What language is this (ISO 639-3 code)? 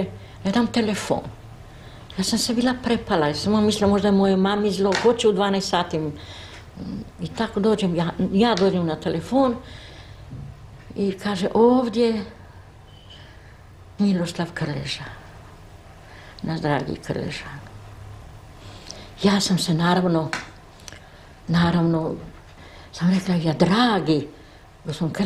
hrv